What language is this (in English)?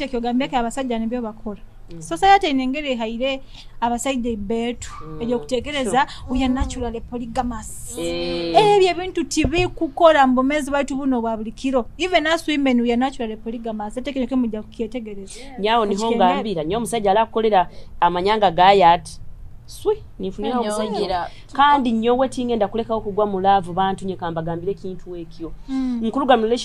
Nyoro